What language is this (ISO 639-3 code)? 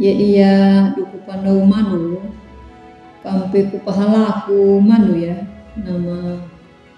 akg